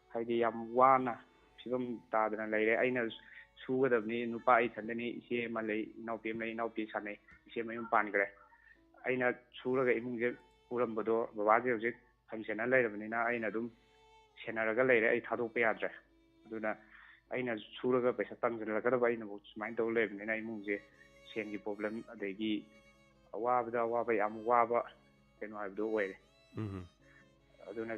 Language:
Manipuri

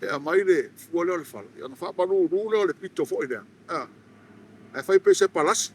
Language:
Samoan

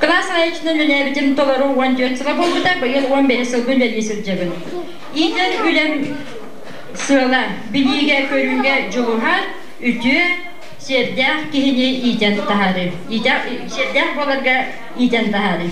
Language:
Yakut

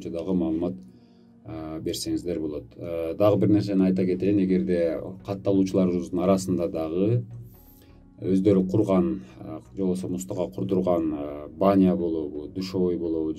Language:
Kyrgyz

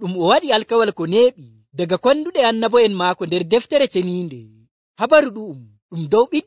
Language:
Nigerian Fulfulde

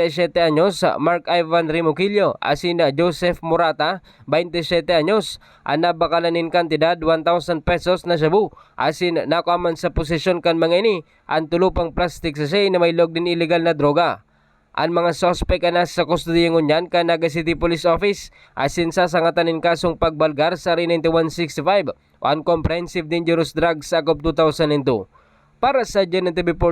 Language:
Bikol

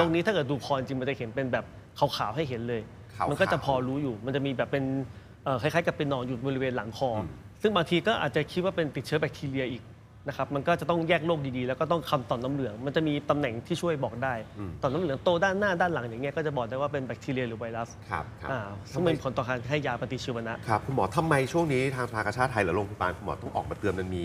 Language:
Thai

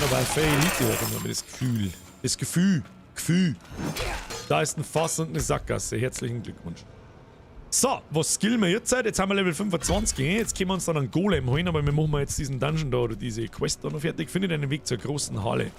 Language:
Bavarian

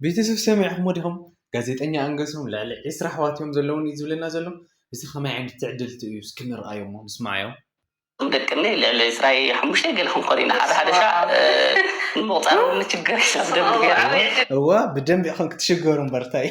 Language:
Tigrinya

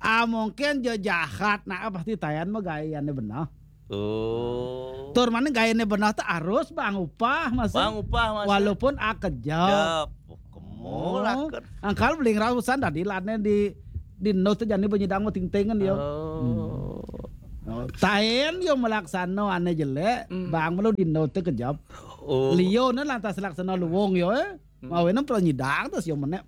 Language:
Balinese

